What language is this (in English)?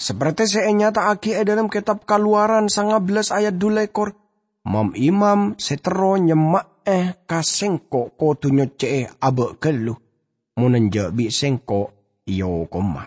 Madurese